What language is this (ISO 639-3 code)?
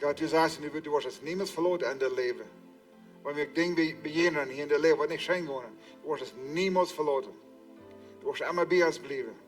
pdt